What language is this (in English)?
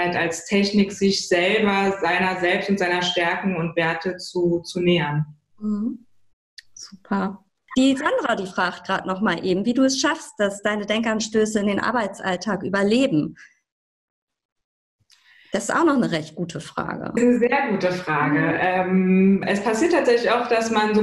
German